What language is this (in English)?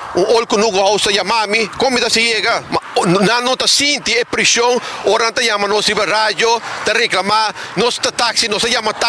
Papiamento